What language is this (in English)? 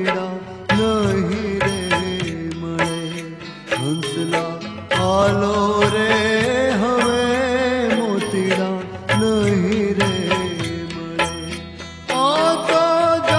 Gujarati